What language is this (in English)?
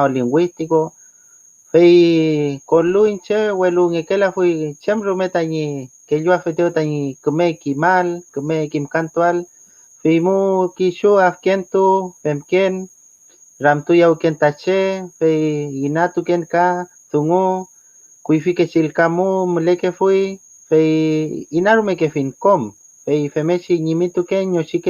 Mapuche